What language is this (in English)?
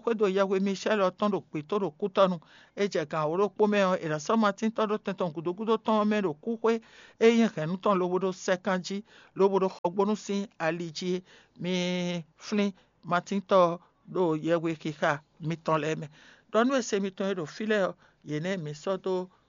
Fon